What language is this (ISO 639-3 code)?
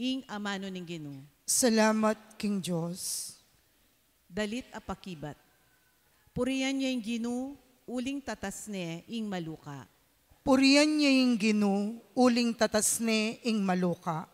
pam